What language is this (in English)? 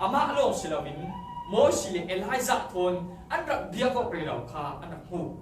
Falam Chin